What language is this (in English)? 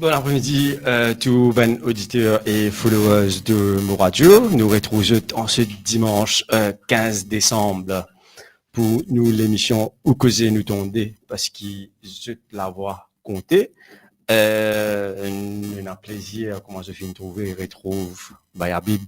Morisyen